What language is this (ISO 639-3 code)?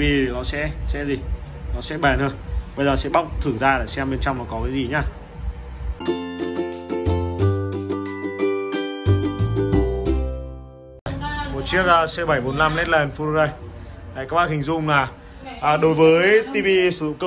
vie